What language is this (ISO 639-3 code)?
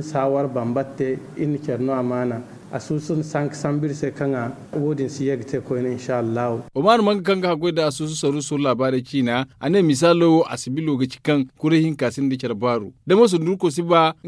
dje